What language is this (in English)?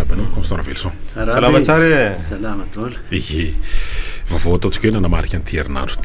Malagasy